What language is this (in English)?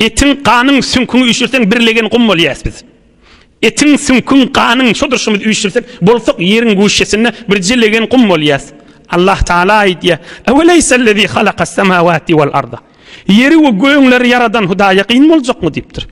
Turkmen